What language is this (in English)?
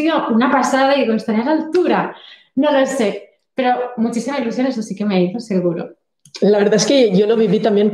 Spanish